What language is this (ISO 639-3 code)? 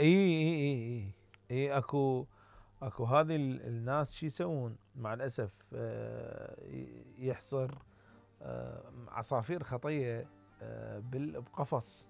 acm